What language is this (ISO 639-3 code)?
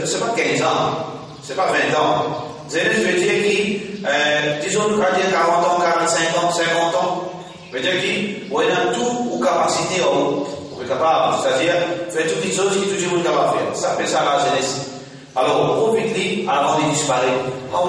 mfe